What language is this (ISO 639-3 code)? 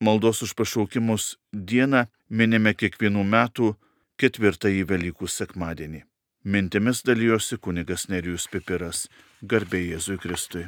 lit